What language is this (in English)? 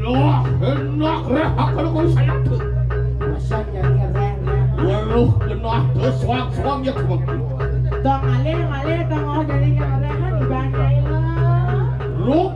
Balinese